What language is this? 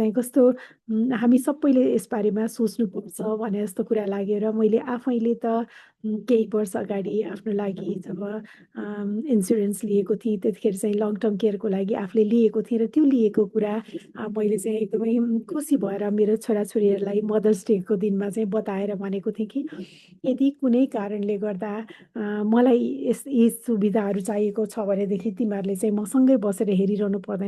Nepali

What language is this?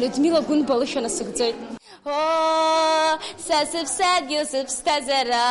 Abkhazian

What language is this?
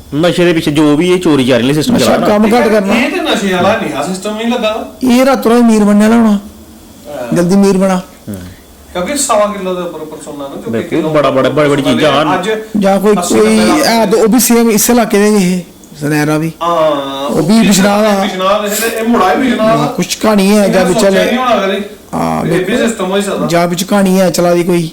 Dogri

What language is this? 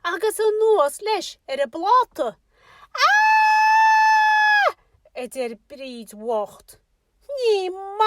Irish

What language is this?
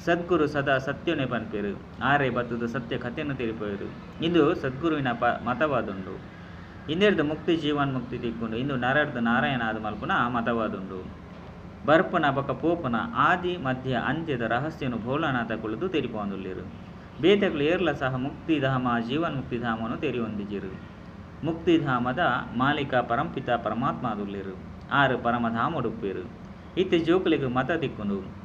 Tulu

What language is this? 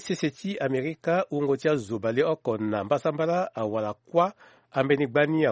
Sango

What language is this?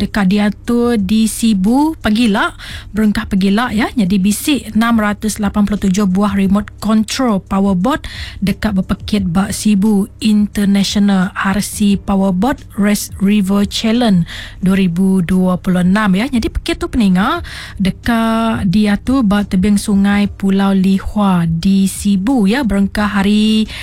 Iban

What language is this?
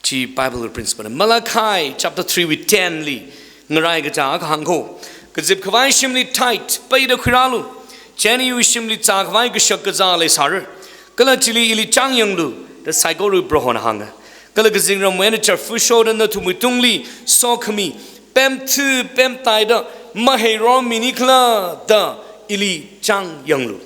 Tangkhul Naga (India)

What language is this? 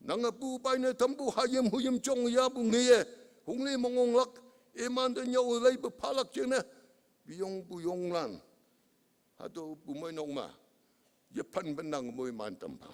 Konyak Naga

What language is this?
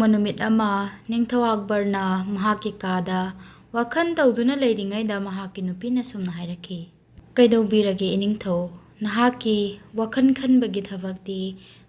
Manipuri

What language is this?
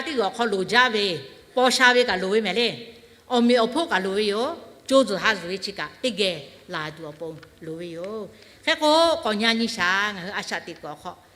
Lahu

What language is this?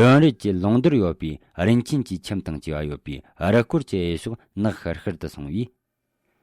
Tibetan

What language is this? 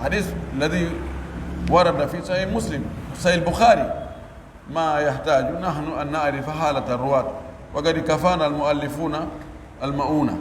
Pular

